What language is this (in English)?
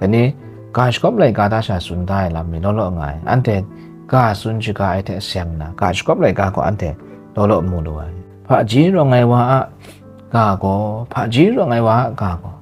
Kachin